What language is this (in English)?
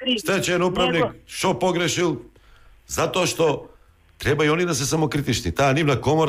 Macedonian